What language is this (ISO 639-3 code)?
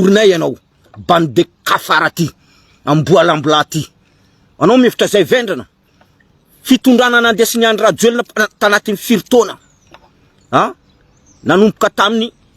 mlg